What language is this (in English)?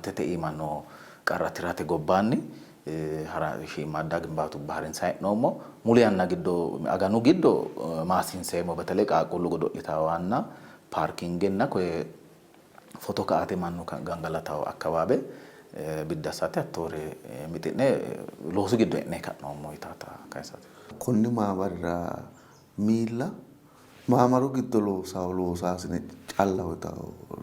Sidamo